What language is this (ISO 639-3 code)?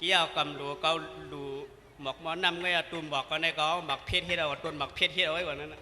shn